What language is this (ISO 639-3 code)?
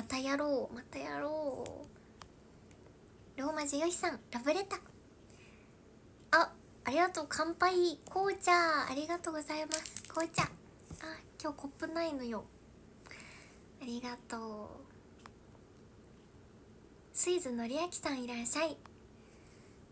jpn